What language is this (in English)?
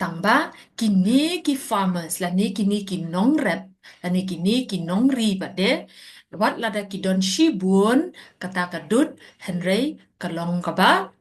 Khasi